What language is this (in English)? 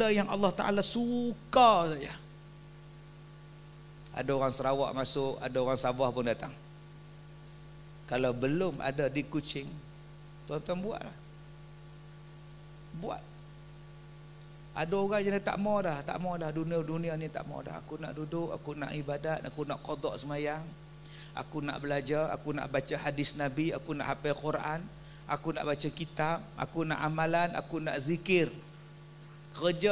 Malay